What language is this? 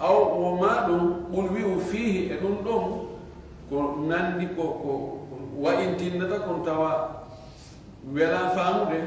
Fula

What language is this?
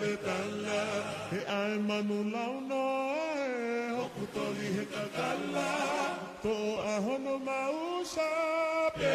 Tongan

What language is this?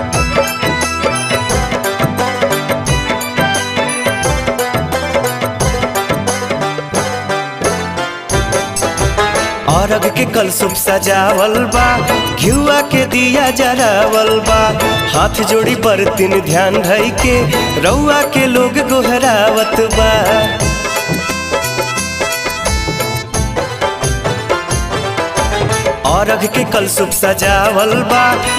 Bhojpuri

